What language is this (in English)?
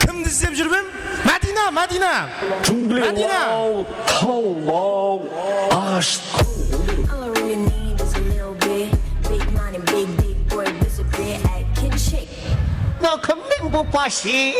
Kara-Kalpak